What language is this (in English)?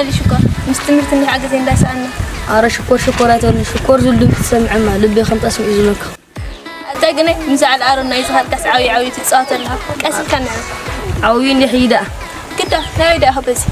Tigrinya